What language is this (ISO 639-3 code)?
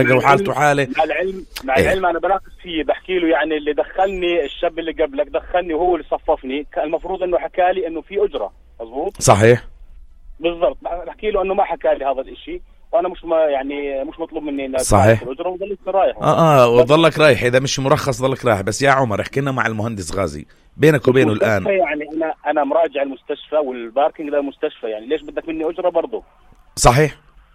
apc